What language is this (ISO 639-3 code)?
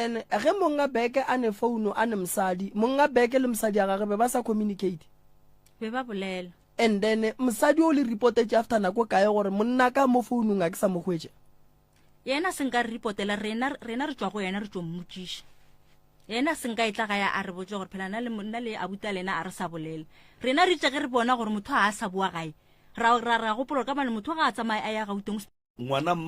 nso